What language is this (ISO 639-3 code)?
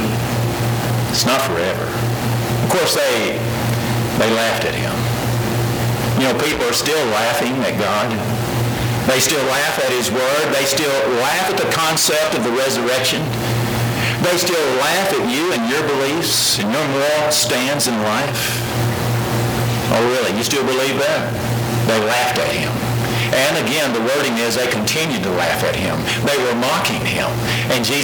eng